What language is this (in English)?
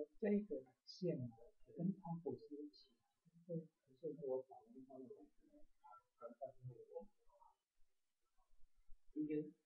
Chinese